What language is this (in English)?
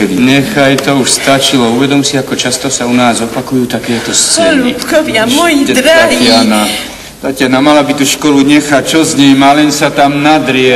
Slovak